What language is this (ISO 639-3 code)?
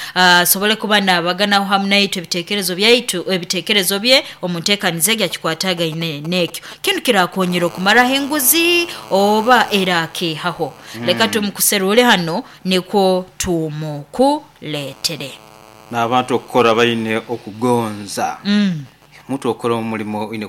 nyo